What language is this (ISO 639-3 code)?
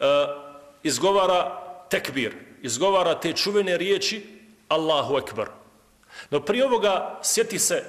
bos